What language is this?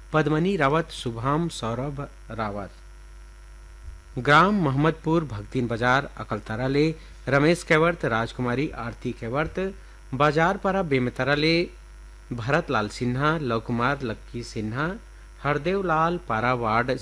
Chhattisgarhi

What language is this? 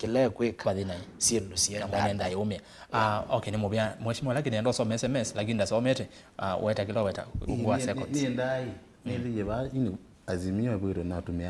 Kamba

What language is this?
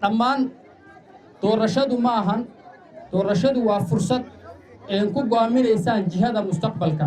Somali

